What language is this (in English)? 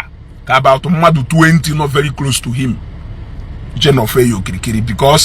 Igbo